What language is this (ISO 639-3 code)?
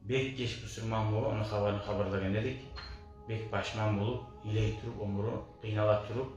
kum